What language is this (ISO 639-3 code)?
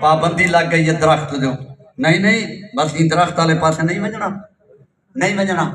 skr